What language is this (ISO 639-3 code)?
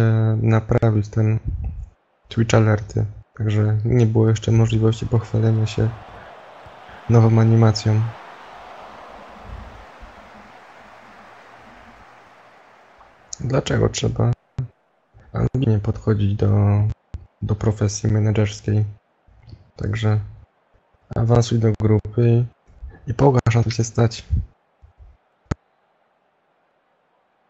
pol